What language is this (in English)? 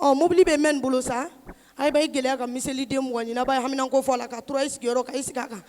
Bambara